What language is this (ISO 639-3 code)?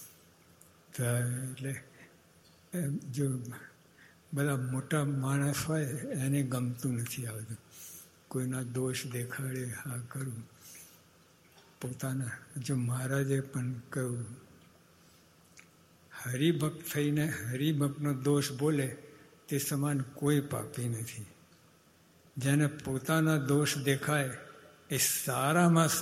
guj